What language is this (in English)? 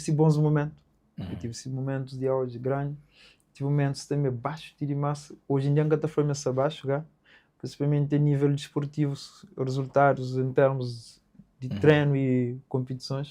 Kabuverdianu